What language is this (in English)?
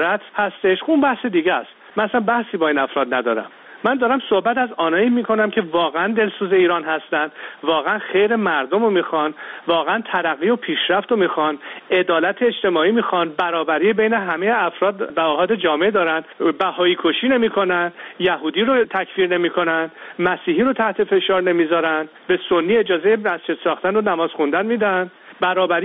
Persian